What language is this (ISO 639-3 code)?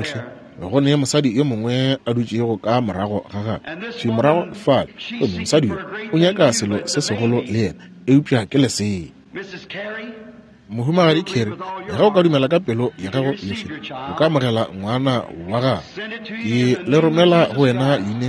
nso